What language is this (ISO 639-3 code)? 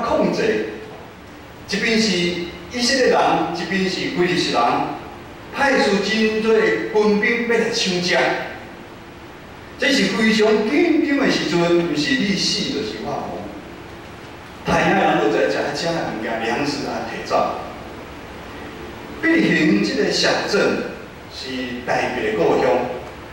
nan